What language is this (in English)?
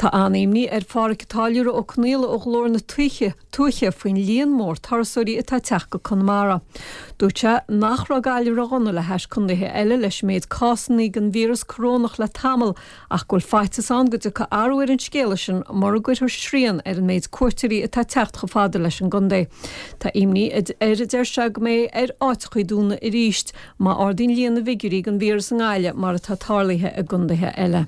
Irish